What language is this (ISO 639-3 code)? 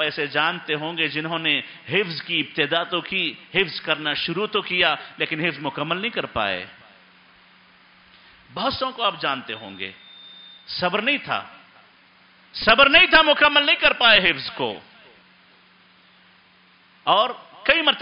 urd